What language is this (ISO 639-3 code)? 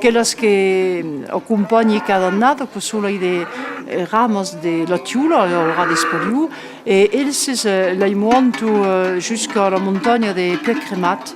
oci